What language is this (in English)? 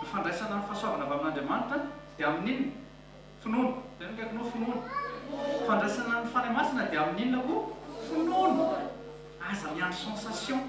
Malagasy